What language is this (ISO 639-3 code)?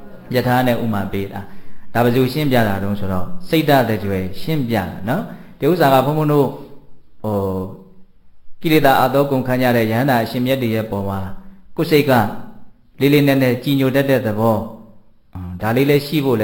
mya